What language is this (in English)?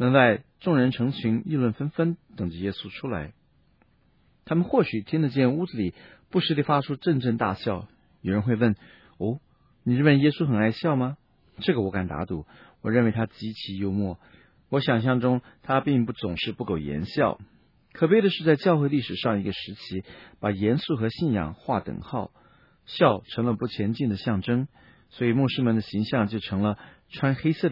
Chinese